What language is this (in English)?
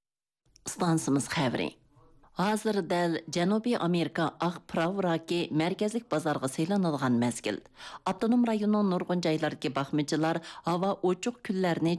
Uyghur